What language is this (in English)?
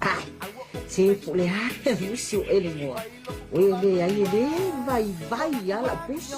Samoan